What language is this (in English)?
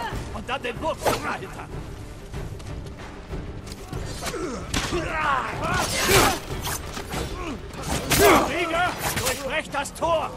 German